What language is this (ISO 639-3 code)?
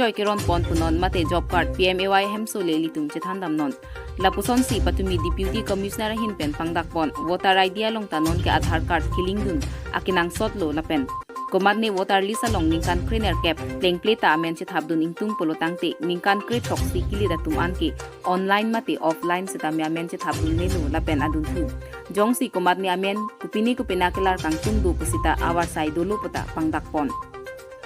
mjw